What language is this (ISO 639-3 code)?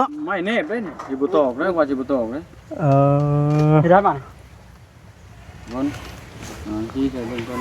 tts